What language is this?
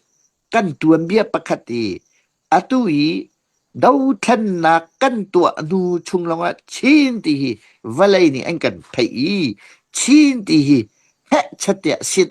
Hakha Chin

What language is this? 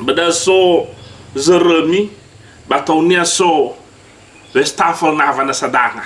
Nias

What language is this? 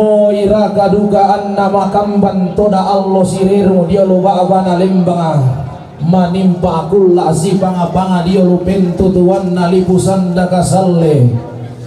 Toraja-Sa'dan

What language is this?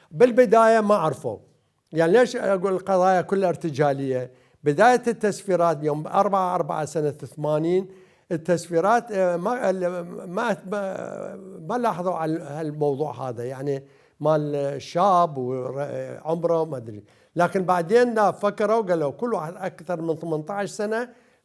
Mesopotamian Arabic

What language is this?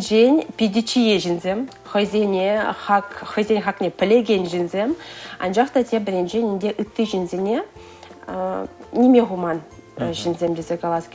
Chuvash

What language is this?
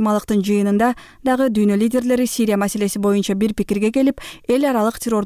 Kyrgyz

